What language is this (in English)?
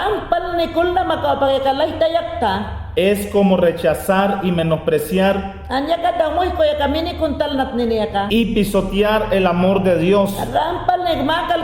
Mayangna